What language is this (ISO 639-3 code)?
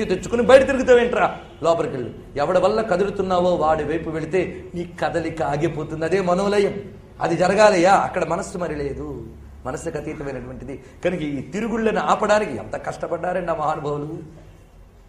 tel